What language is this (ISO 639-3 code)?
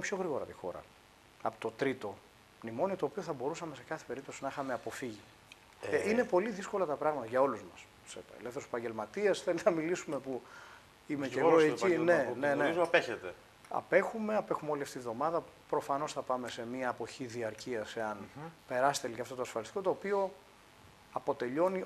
ell